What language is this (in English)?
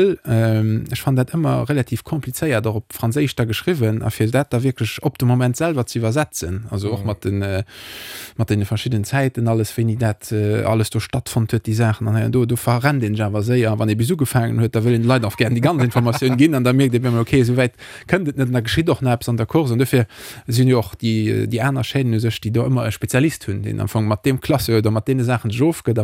Luxembourgish